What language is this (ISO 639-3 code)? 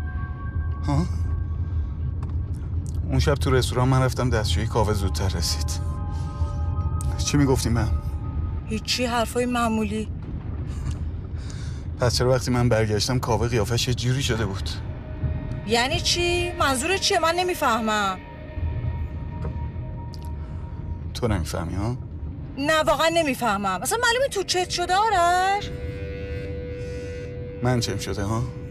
fas